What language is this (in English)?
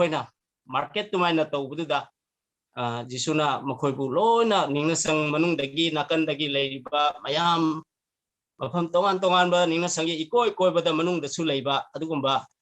Manipuri